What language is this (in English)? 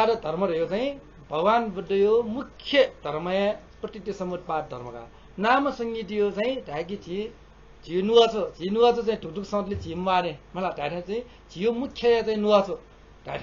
Newari